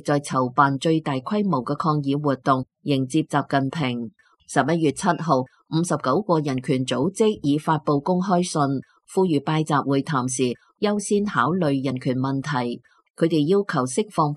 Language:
Cantonese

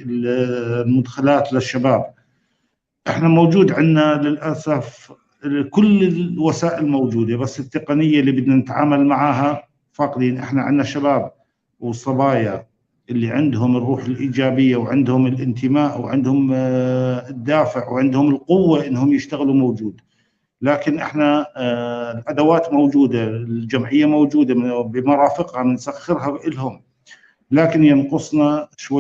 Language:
North Levantine Arabic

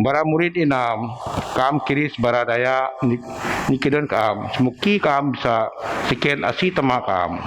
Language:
Biatah Bidayuh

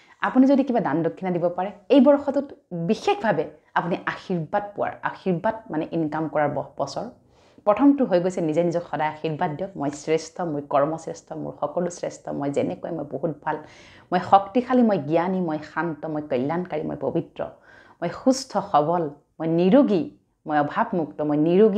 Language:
Assamese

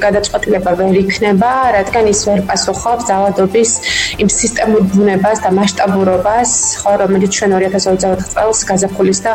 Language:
Georgian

